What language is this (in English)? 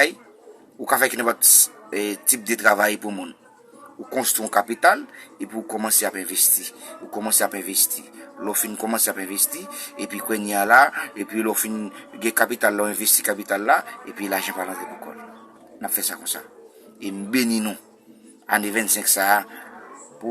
Haitian Creole